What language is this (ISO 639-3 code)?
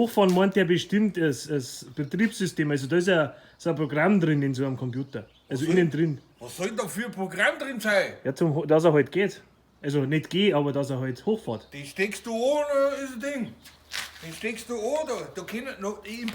bar